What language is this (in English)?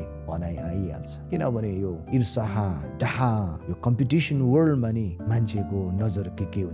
Nepali